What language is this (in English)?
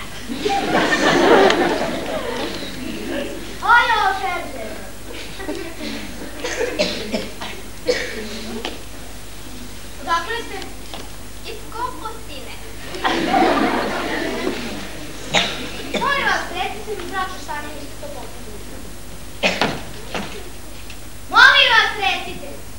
Serbian